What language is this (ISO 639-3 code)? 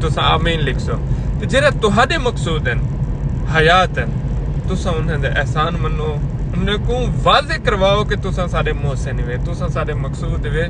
skr